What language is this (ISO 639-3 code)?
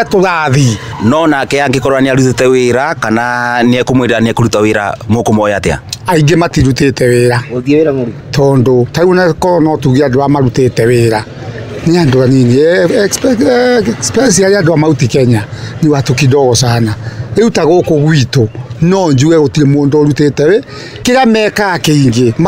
kik